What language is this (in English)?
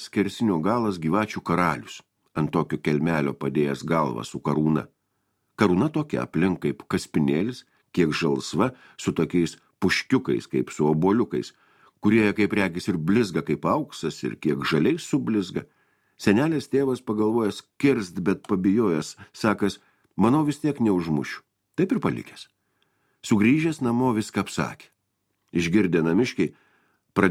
Lithuanian